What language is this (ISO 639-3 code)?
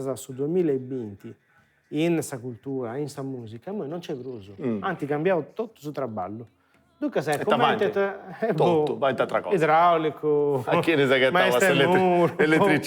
srd